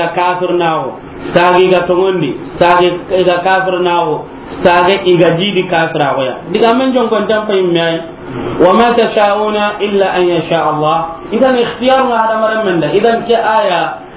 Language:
Soninke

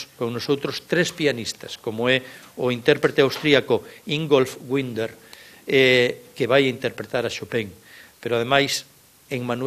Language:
Galician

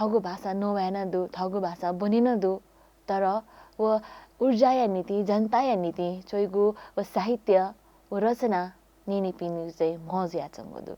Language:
Newari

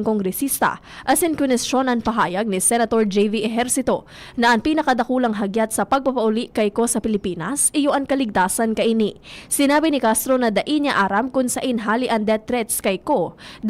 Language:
Bikol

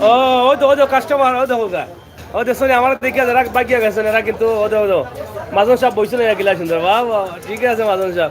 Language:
Sylheti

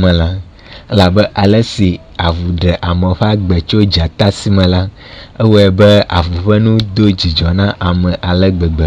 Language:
Ewe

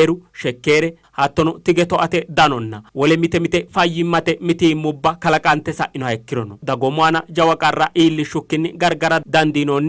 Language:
Sidamo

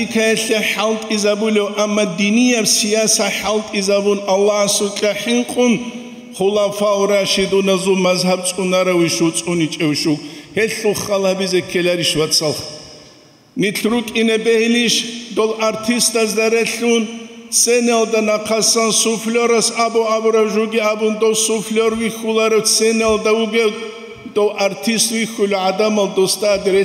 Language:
Avaric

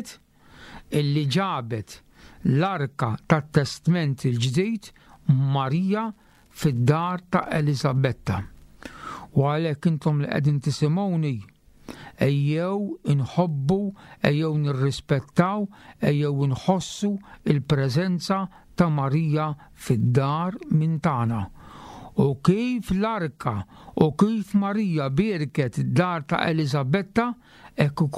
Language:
Maltese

